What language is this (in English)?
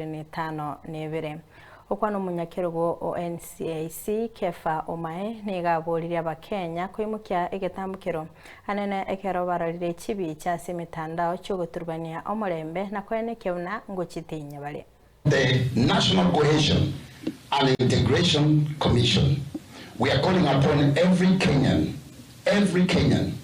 Gusii